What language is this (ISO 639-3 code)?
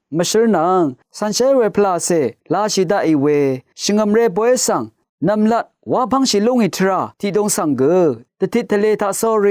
raw